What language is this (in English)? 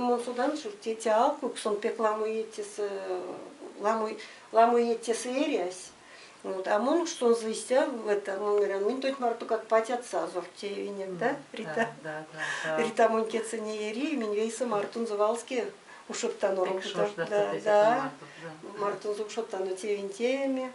Erzya